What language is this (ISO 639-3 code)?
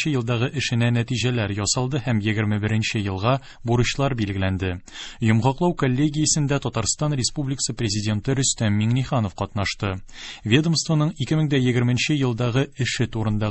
tat